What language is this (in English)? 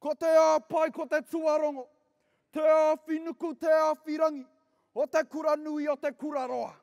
Māori